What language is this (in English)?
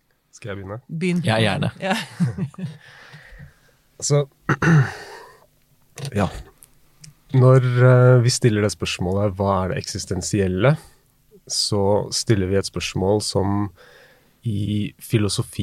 Norwegian